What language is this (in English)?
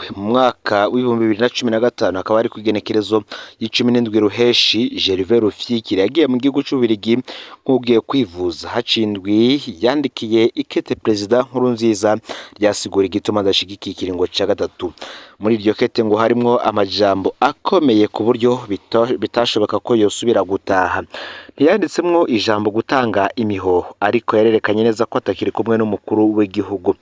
Rundi